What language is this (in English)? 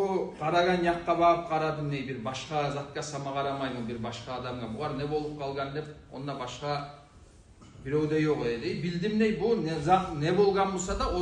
Kumyk